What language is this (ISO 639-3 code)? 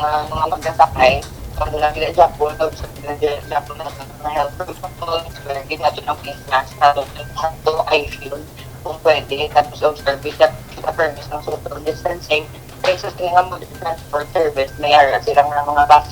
hil